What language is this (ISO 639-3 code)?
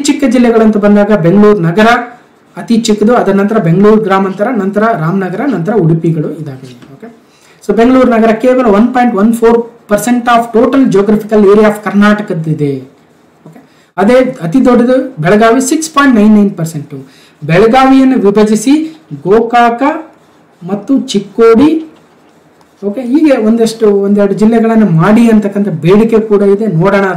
kan